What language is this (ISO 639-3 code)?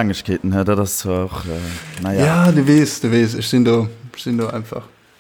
ltz